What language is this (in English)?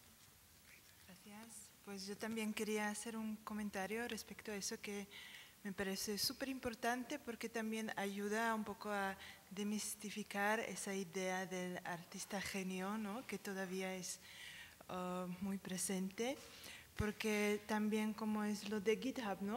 Spanish